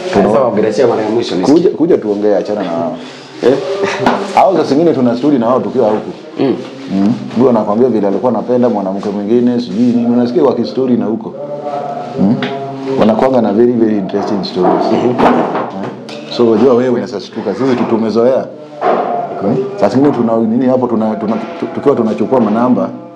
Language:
Swahili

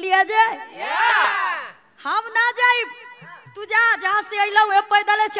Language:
Bhojpuri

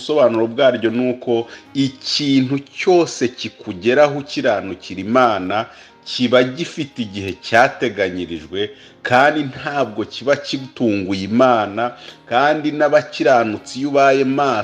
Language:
Kinyarwanda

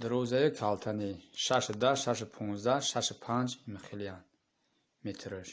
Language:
Tajik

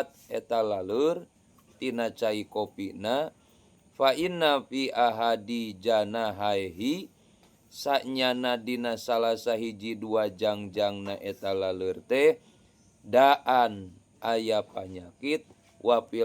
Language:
Sundanese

